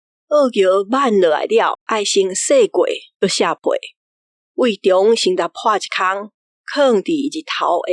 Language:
Min Nan Chinese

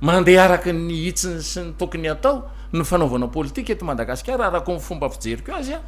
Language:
Malagasy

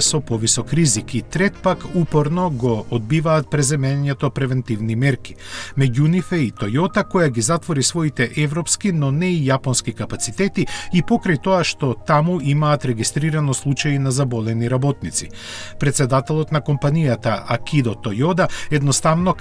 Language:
Macedonian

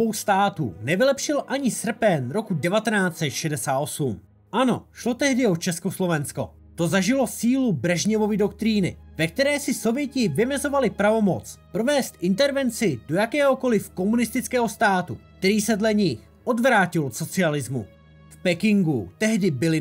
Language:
Czech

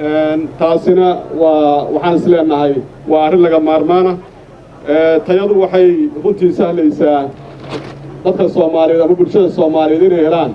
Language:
Somali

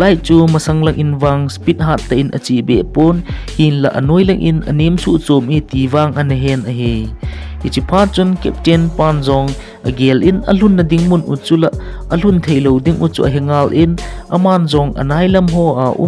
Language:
Thado Chin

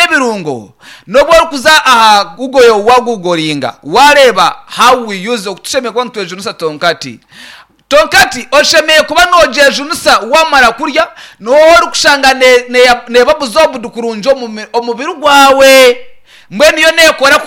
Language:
Nyankole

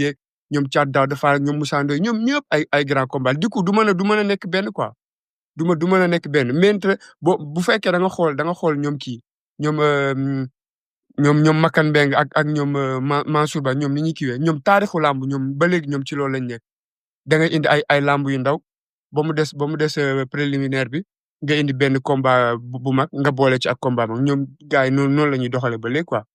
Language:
Wolof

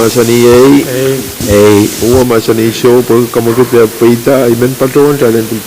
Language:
Pohnpeian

